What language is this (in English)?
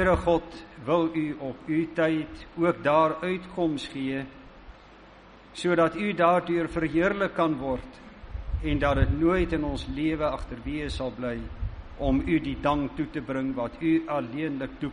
Afrikaans